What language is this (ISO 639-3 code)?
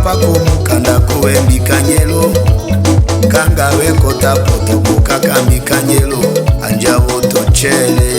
tll